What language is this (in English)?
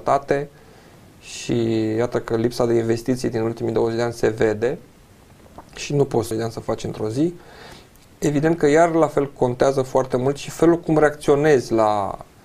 Romanian